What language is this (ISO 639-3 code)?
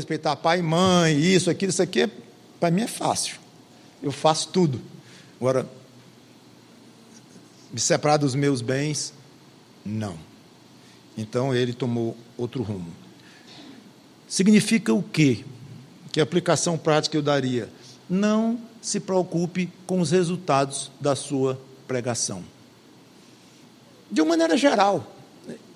por